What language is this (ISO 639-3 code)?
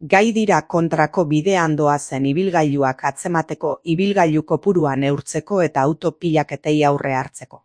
eus